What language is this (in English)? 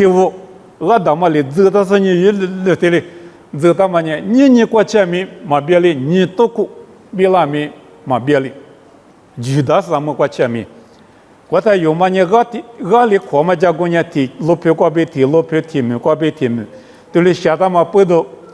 Lisu